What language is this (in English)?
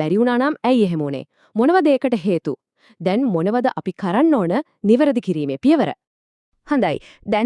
Sinhala